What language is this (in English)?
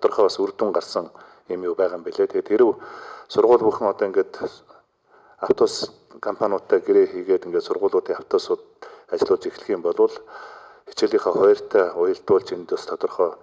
Mongolian